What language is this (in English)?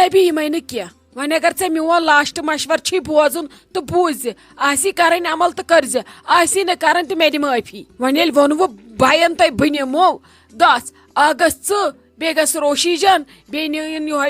Kashmiri